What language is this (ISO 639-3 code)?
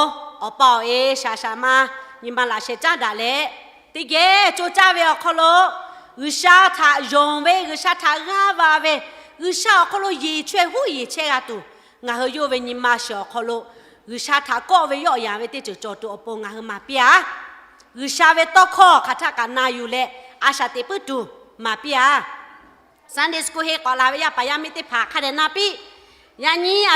lhu